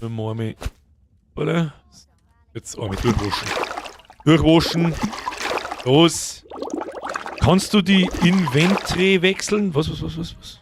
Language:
Bavarian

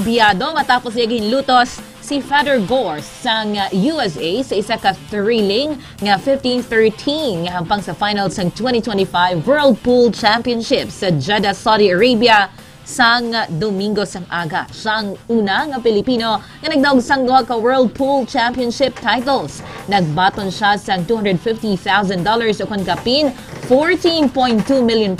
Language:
Hiligaynon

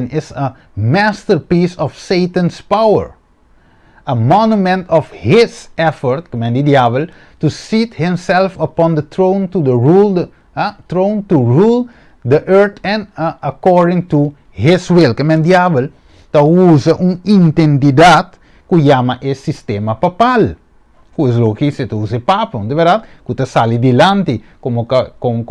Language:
Papiamento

